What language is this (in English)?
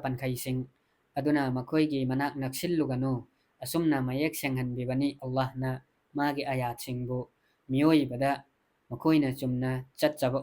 Manipuri